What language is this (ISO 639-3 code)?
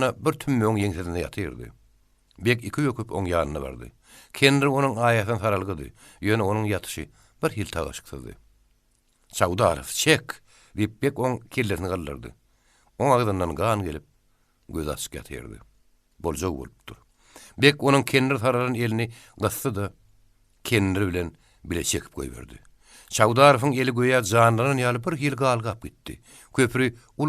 tuk